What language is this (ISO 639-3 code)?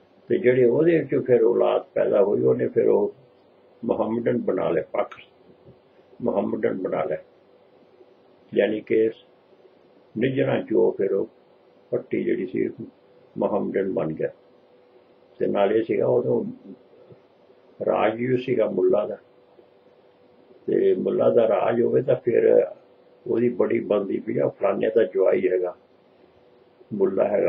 pan